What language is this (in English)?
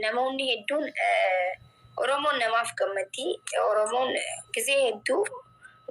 Oromo